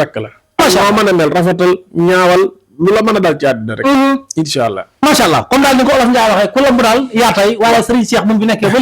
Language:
Wolof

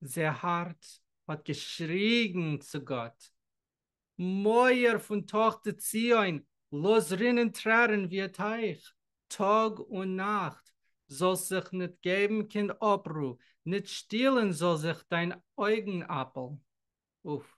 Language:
Yiddish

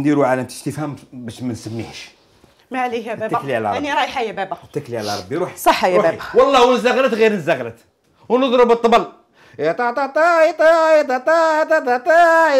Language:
Algerian Arabic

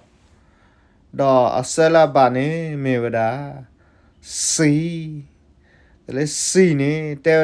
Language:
S'gaw Karen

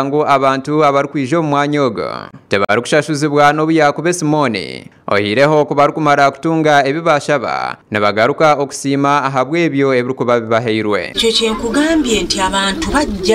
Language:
Nyankole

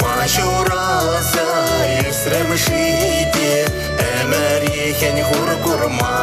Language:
Chuvash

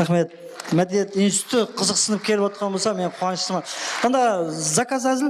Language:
Kara-Kalpak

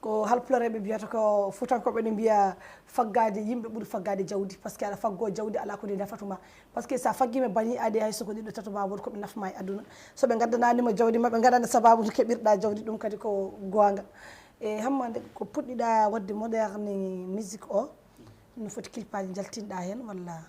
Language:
Fula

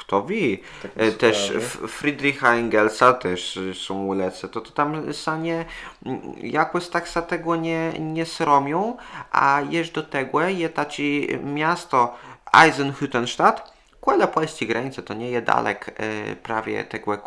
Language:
Kashubian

